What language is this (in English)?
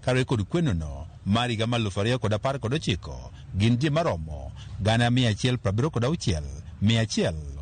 Luo (Kenya and Tanzania)